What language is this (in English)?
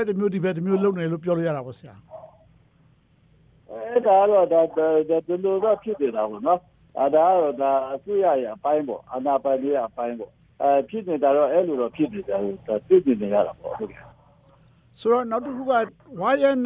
Burmese